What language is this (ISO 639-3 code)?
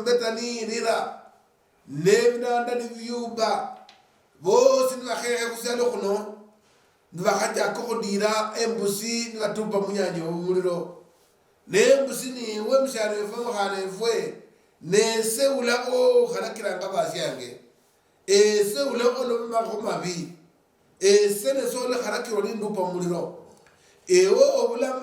luy